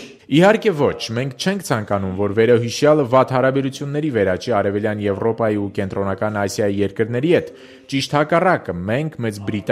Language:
Armenian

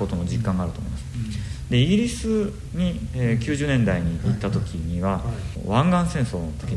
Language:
Japanese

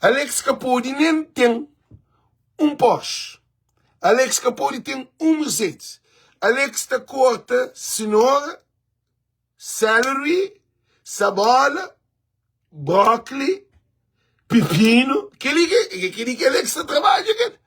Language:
Kabuverdianu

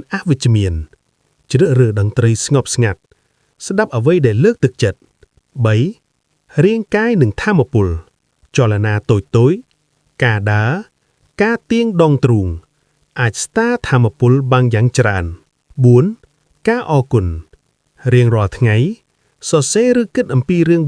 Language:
Khmer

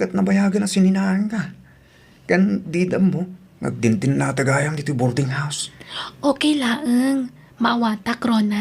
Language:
Iloko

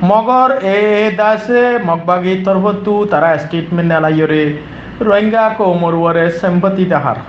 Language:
Rohingya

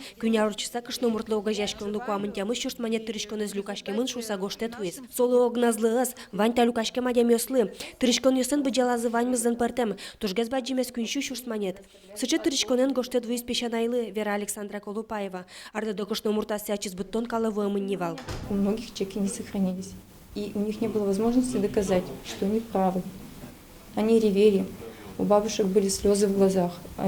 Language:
Udmurt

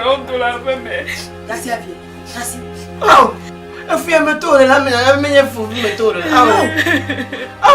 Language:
Ewe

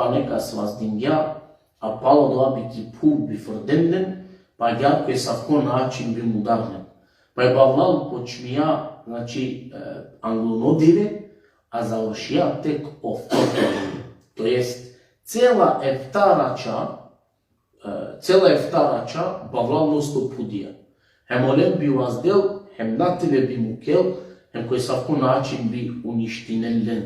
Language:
Balkan Romani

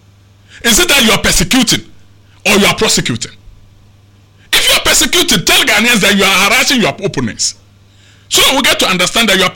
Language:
English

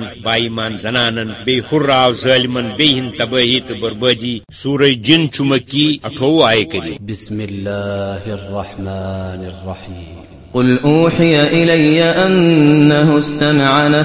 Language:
Kashmiri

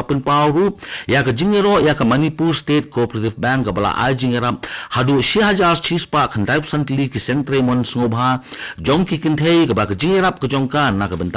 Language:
Khasi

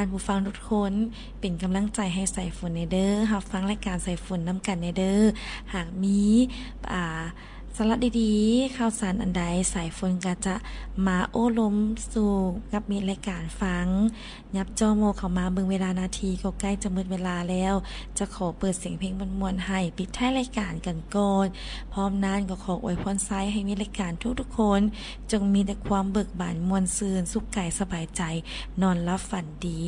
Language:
Lao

